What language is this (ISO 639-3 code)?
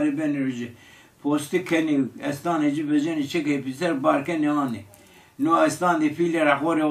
zza